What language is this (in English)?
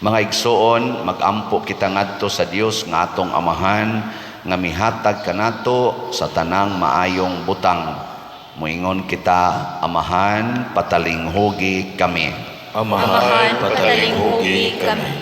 Cebuano